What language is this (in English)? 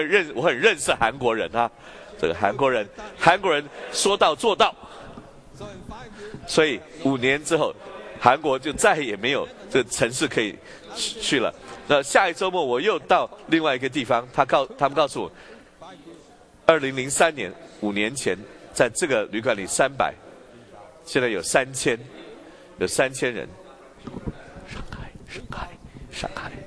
Chinese